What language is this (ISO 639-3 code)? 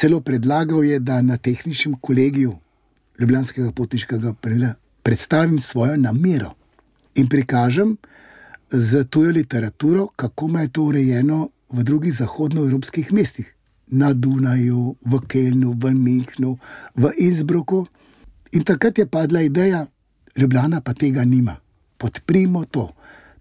slv